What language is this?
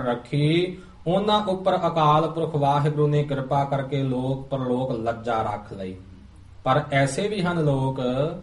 Punjabi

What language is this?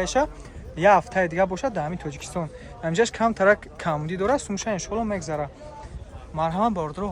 Tajik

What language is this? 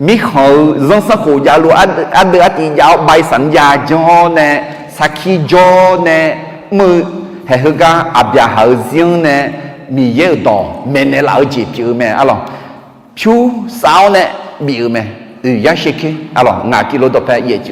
Akha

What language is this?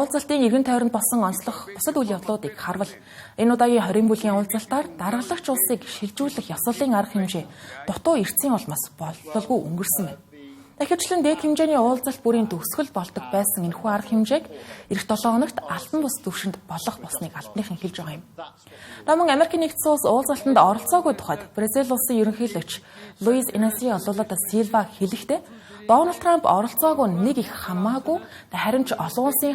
Mongolian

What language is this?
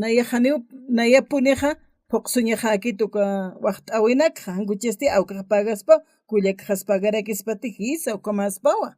Aymara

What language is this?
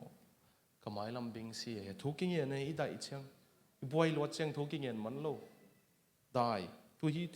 Tedim Chin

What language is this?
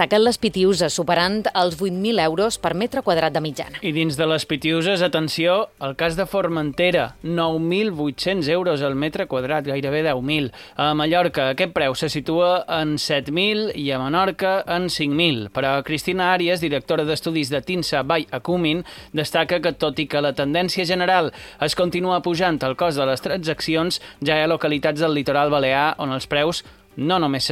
Catalan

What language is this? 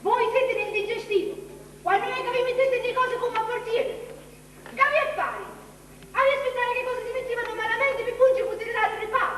Sicilian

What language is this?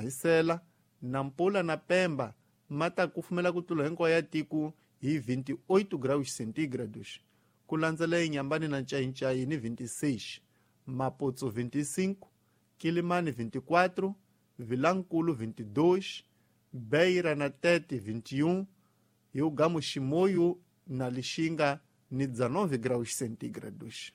Tsonga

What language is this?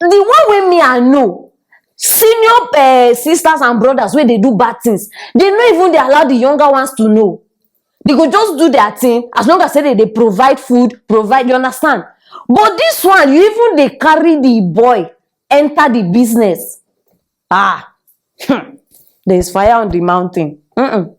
Nigerian Pidgin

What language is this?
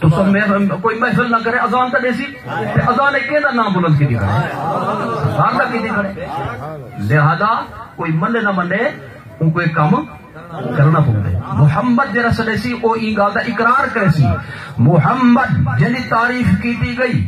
Saraiki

